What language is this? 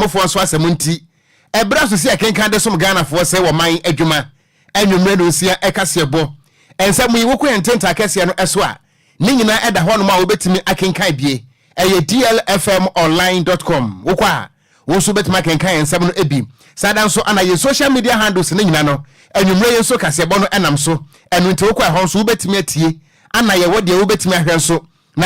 Akan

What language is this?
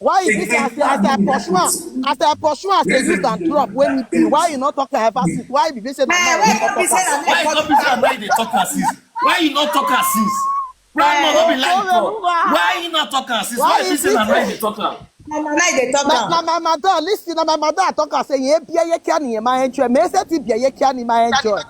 Nigerian Pidgin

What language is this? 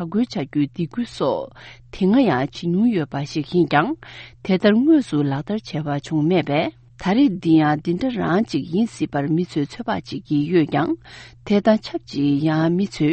Tibetan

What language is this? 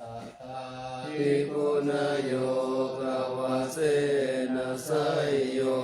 Pali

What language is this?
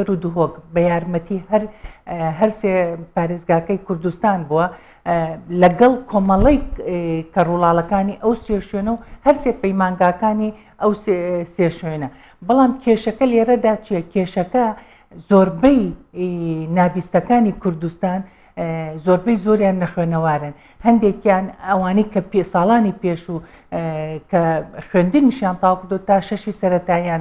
Central Kurdish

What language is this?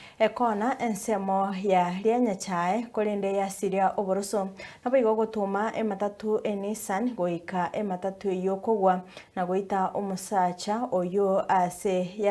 Gusii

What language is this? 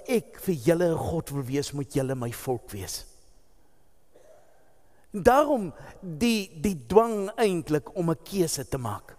Afrikaans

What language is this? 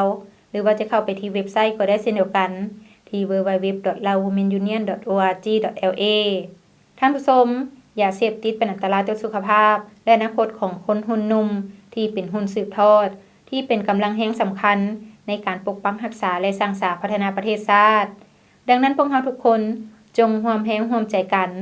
Lao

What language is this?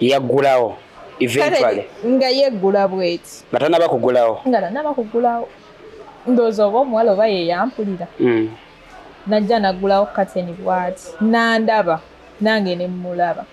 Ganda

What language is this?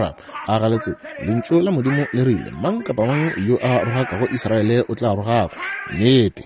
Northern Sotho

